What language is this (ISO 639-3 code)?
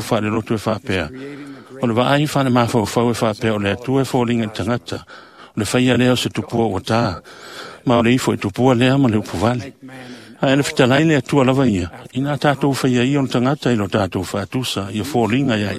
smo